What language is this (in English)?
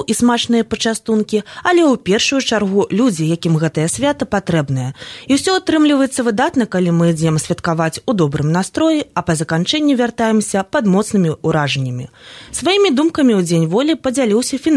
Belarusian